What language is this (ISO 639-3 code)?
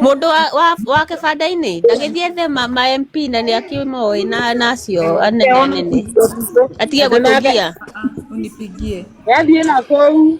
kik